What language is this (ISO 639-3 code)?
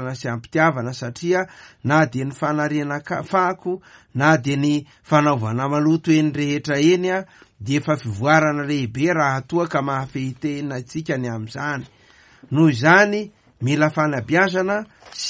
mlg